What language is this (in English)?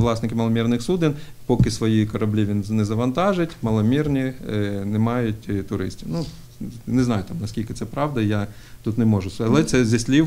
Ukrainian